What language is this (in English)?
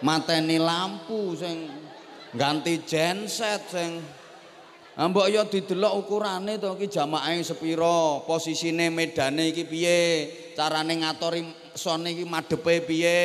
Javanese